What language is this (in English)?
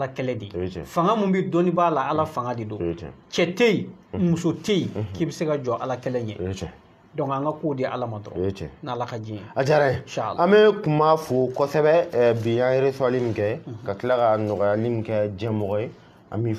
Bambara